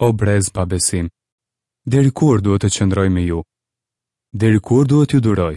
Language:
Albanian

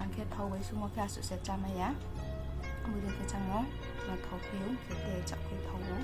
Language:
Riang (India)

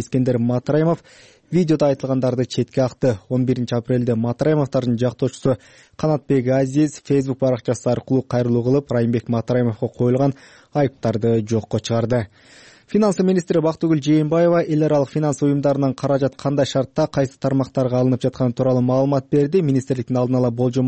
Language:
Kyrgyz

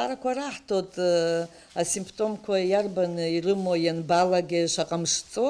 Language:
Abkhazian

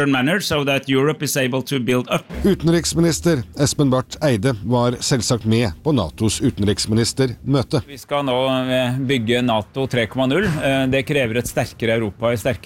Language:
Norwegian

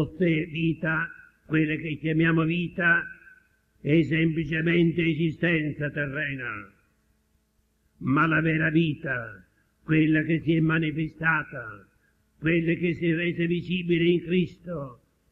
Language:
Italian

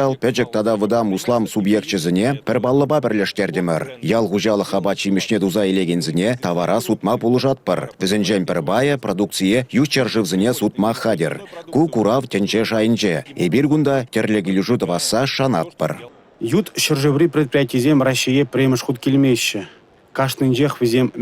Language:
Chuvash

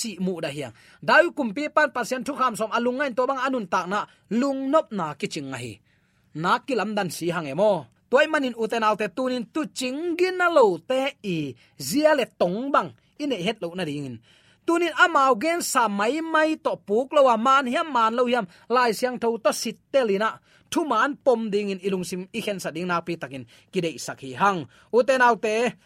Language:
Tedim Chin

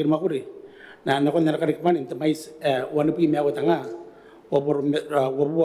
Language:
Gilbertese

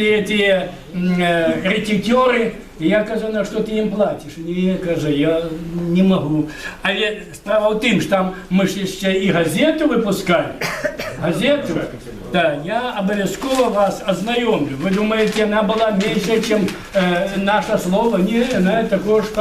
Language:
Belarusian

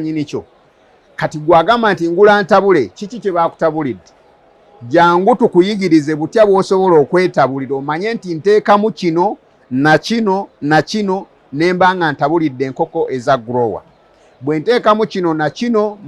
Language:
Ganda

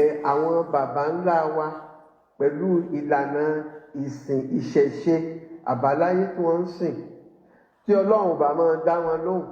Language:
Yoruba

